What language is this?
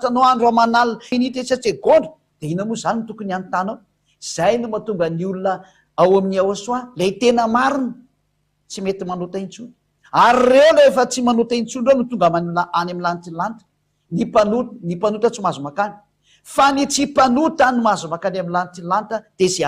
Malagasy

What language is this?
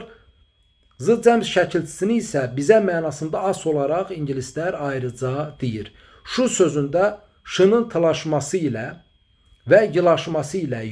Azerbaijani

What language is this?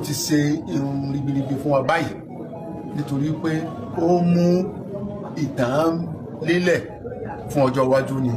Yoruba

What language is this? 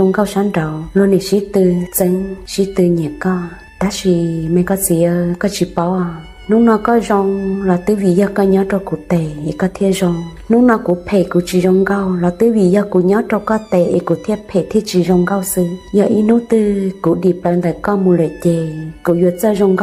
Hmong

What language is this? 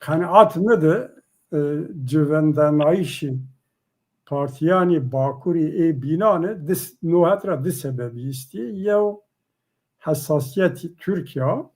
Zaza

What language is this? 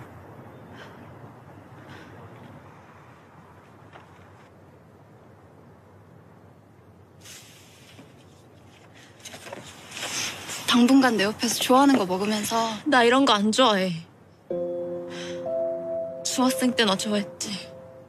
Korean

